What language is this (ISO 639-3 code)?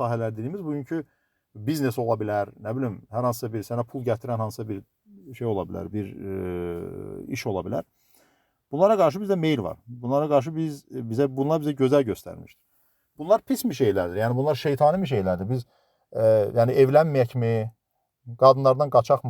aze